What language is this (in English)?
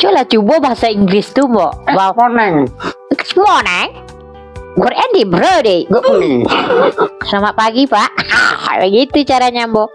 Minangkabau